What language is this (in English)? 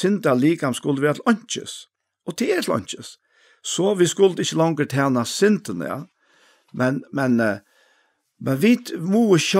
Faroese